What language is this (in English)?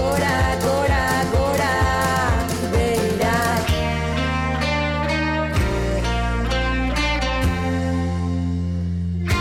Basque